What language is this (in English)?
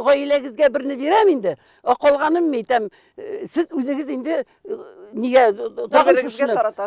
Tatar